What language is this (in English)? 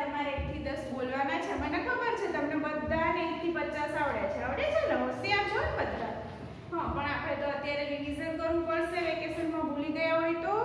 Gujarati